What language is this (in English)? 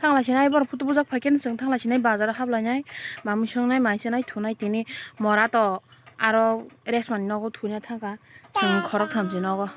Kok Borok